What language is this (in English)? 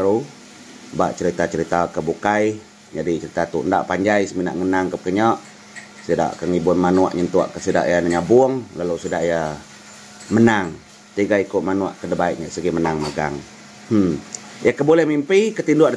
Iban